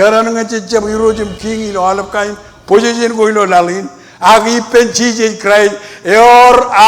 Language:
Marshallese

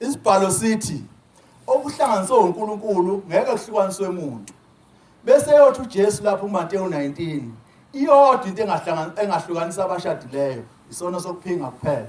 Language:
Zulu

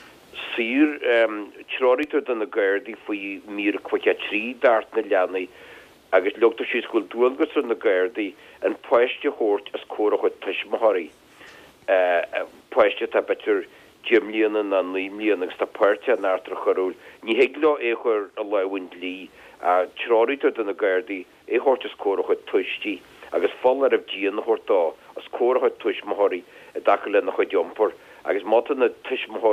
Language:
Irish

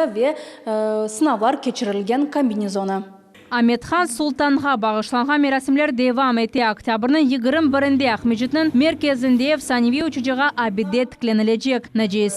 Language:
Crimean Tatar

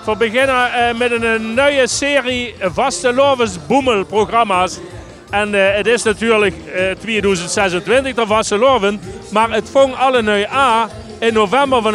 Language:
Limburgish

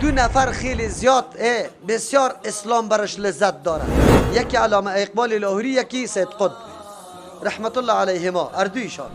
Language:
Persian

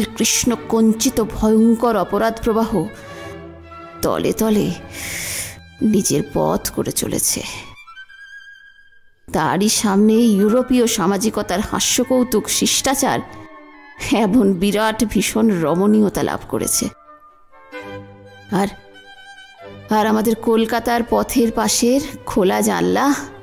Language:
Bangla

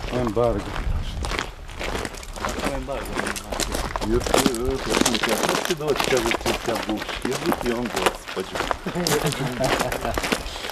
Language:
Croatian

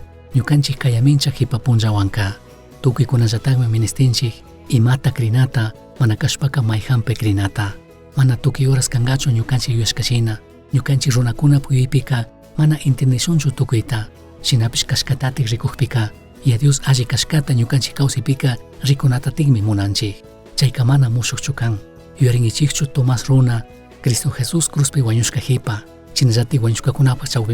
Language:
Chimborazo Highland Quichua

